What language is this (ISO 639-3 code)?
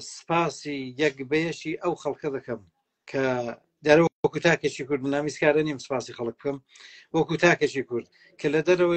ckb